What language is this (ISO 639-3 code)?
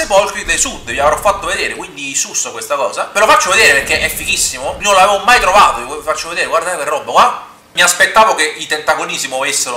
ita